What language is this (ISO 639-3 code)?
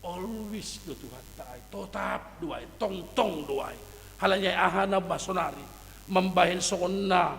bts